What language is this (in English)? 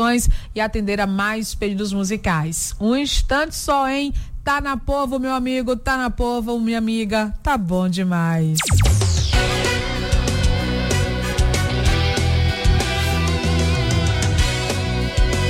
Portuguese